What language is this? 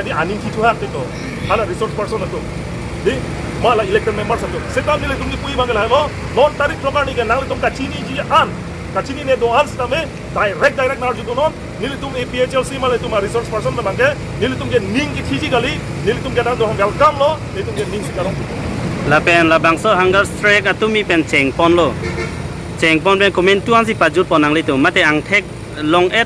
Karbi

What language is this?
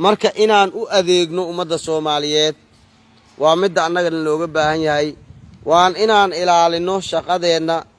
Somali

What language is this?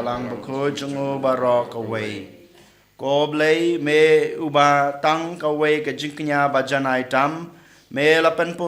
Khasi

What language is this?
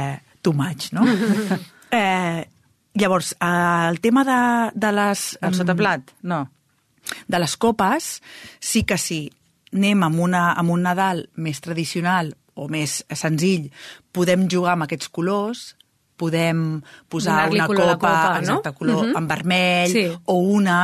Catalan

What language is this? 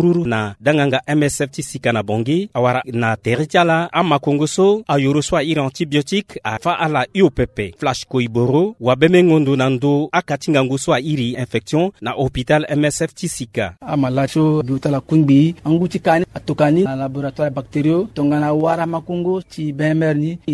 Sango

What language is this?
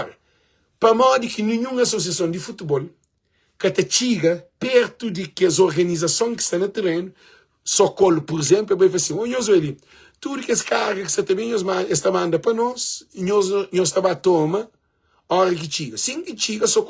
Kabuverdianu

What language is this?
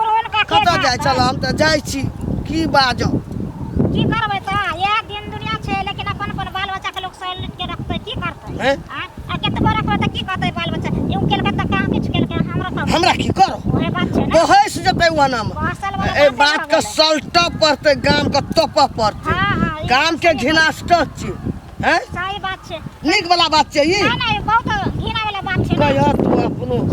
Maithili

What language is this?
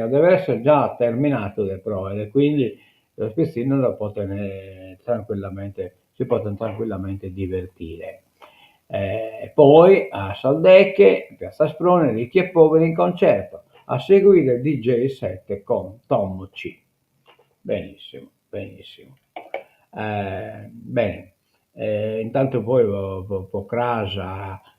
Sardinian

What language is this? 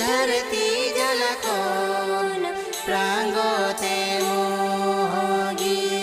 Santali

